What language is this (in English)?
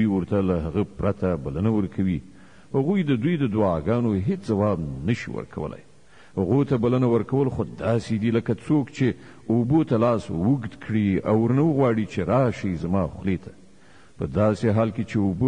Pashto